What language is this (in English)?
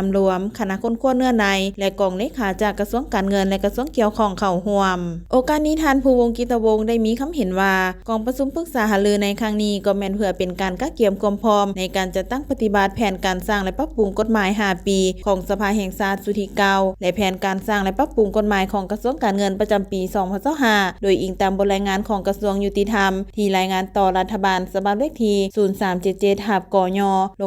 Lao